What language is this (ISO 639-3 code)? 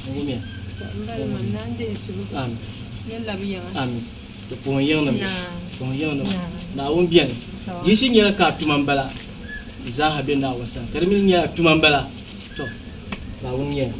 dag